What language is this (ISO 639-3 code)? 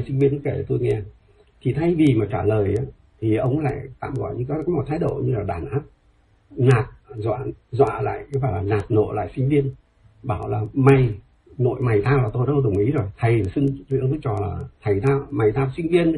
vie